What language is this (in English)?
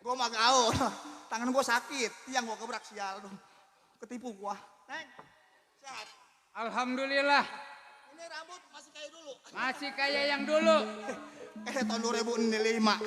Betawi